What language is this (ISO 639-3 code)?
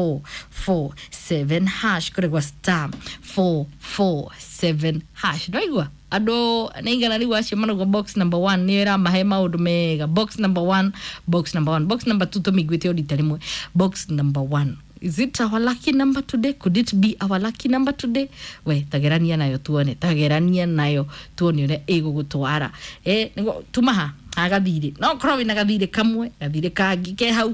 kik